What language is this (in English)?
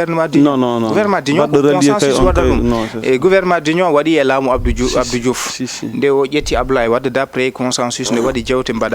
Fula